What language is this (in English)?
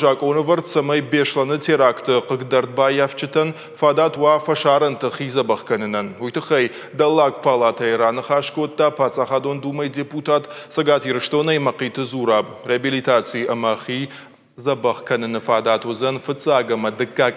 Ossetic